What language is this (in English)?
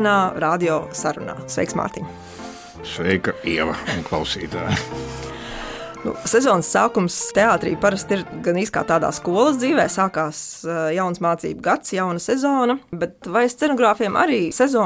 Latvian